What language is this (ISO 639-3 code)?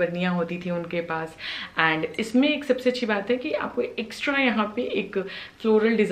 hin